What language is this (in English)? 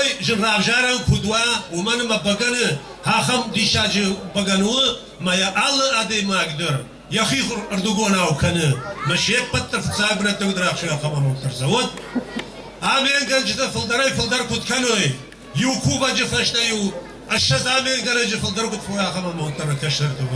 Ossetic